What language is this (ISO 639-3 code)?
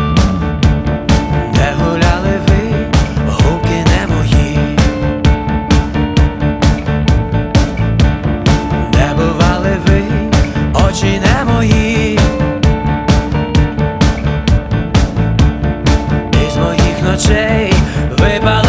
ukr